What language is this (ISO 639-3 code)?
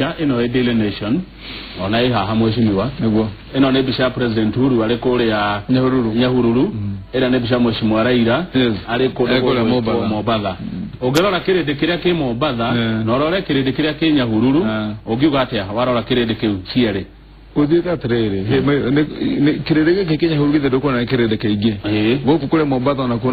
kik